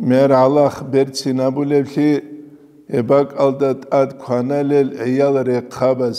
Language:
Avaric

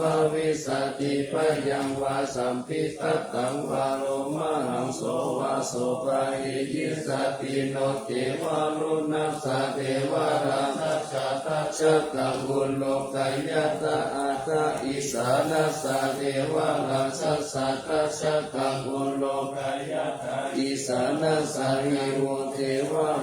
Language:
Pali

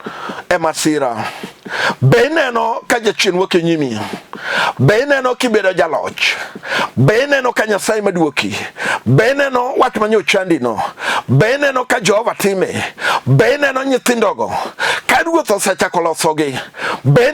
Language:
Luo (Kenya and Tanzania)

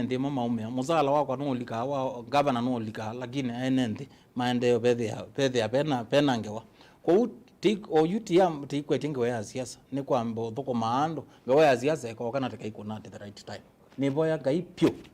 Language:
Kamba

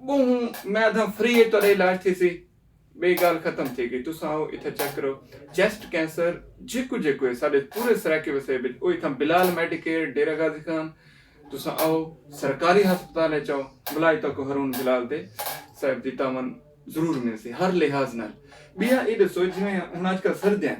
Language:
Saraiki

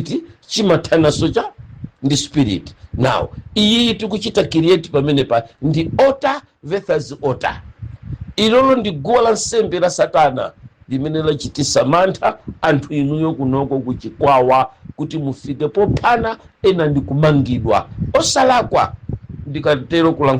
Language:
Nyanja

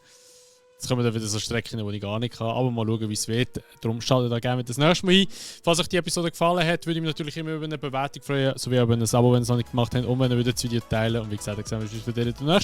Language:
Swiss German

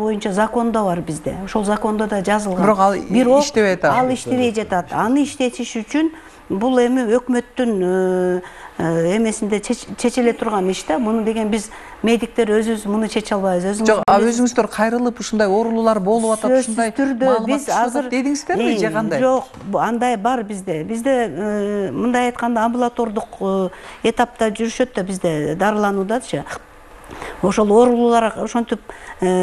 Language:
Kyrgyz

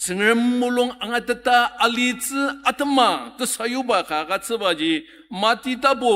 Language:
Ao Naga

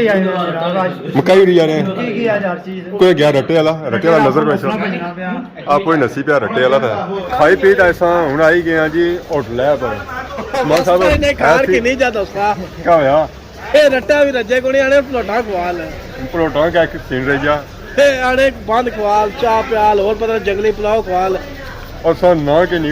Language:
Pahari-Potwari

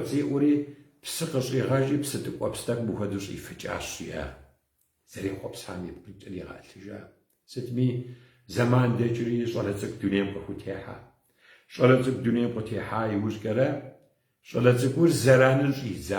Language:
Kabardian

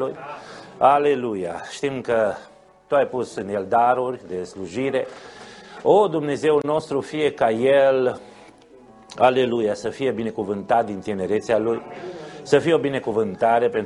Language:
Romanian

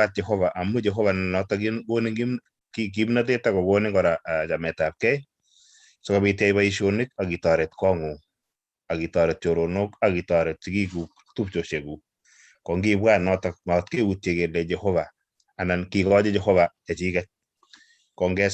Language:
Kalenjin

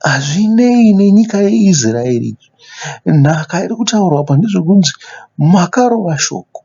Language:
Shona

